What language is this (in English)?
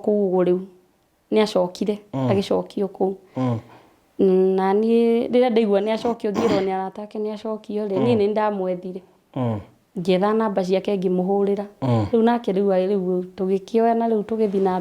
Kikuyu